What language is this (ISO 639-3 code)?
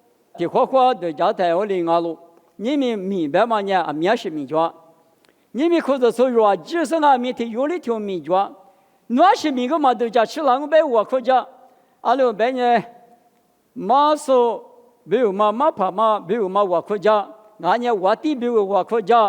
lis